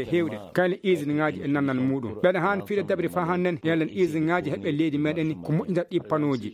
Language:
Maasina Fulfulde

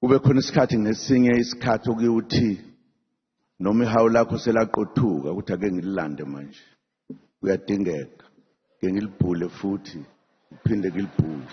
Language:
Zulu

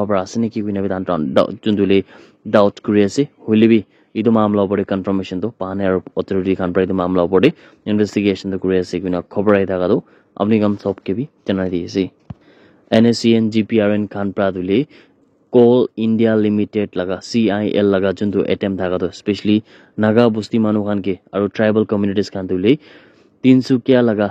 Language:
Naga Pidgin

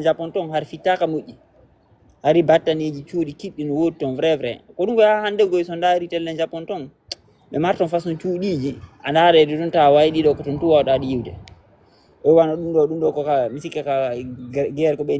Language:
Fula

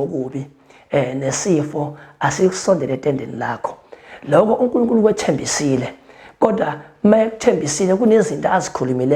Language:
Zulu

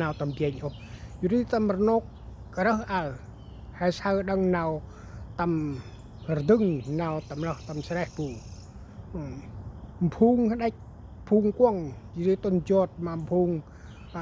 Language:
Central Mnong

